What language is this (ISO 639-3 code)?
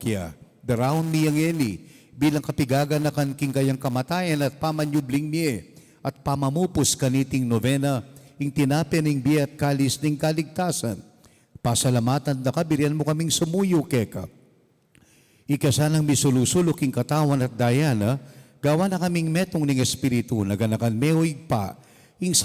pam